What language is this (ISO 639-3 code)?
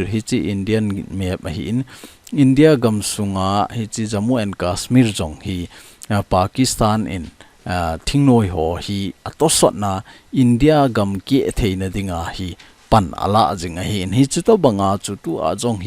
tcz